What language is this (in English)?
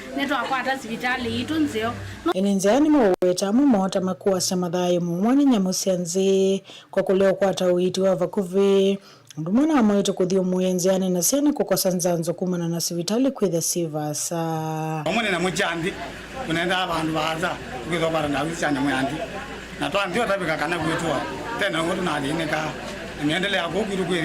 Kamba